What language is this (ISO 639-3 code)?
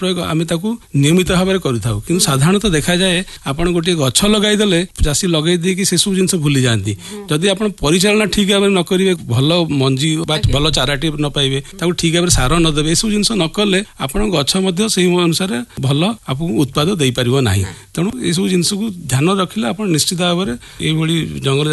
ori